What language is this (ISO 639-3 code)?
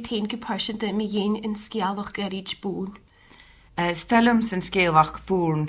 gla